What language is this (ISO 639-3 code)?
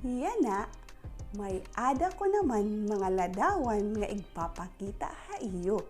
war